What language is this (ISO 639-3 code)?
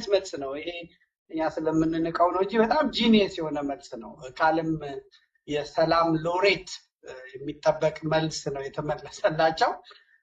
amh